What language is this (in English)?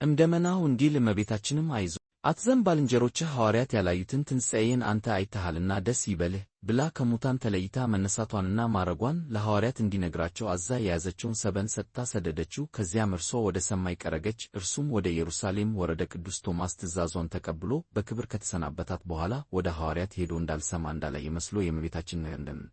Amharic